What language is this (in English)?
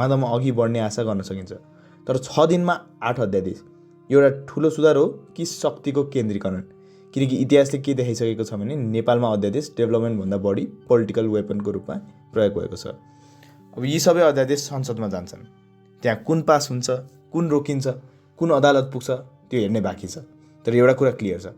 Nepali